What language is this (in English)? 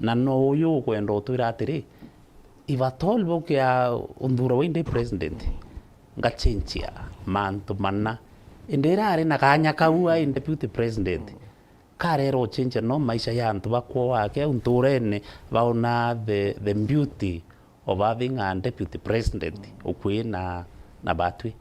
Meru